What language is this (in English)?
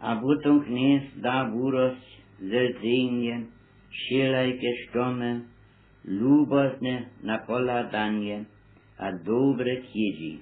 Upper Sorbian